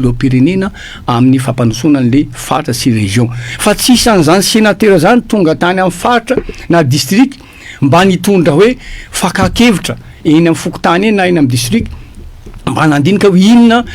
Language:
Malagasy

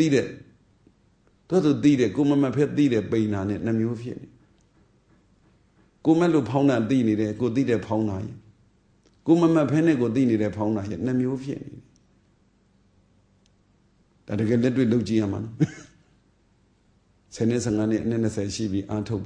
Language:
Burmese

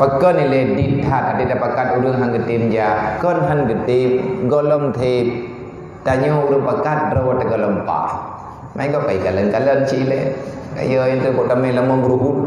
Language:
Achinese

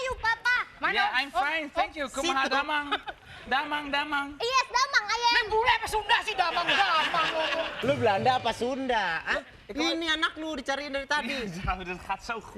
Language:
Betawi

